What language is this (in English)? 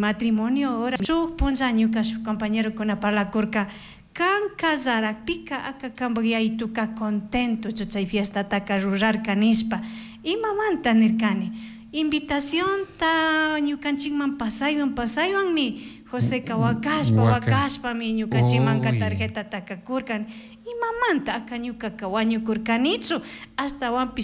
Chimborazo Highland Quichua